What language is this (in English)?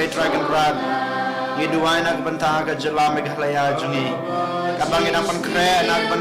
Khasi